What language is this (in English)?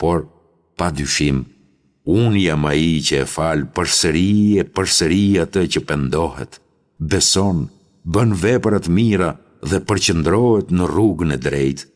Albanian